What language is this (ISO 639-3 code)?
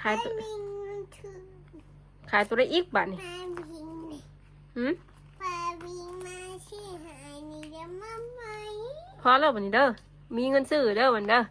tts